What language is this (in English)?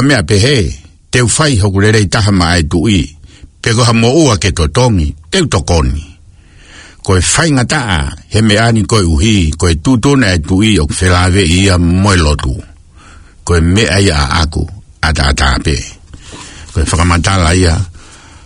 Tongan